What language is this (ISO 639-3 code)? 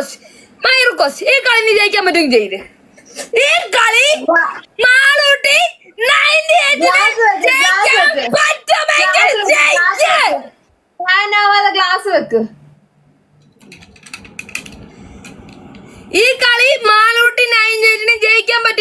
mal